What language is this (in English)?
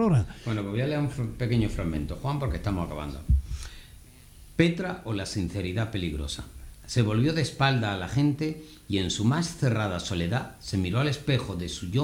Spanish